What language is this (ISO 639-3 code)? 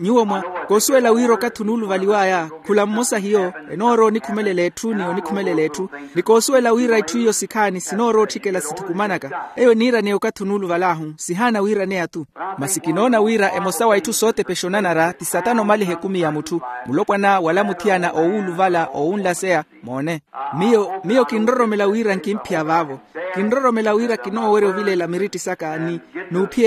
vmw